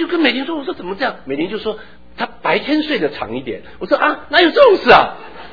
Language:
Chinese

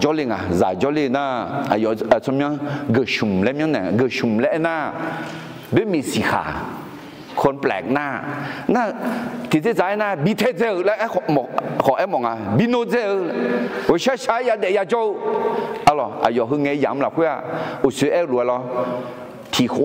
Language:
Akha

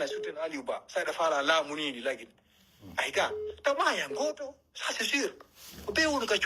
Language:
Pular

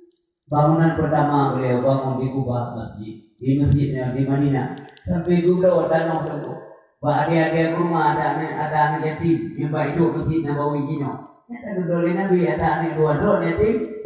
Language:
Achinese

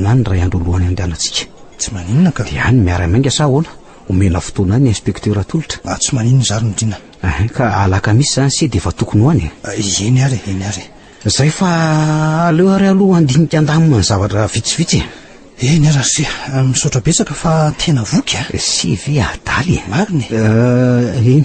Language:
Malagasy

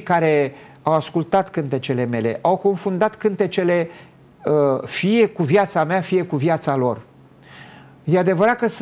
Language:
Romanian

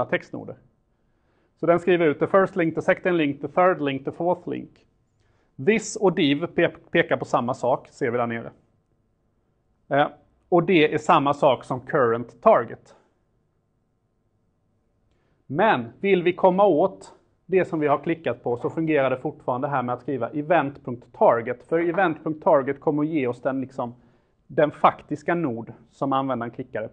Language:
Swedish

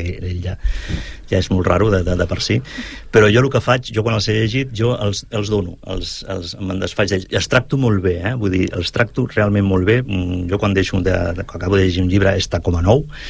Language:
Catalan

